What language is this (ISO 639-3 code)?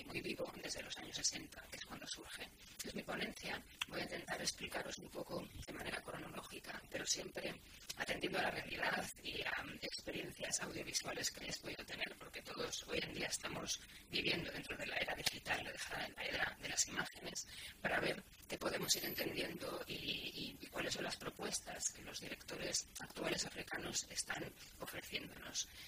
spa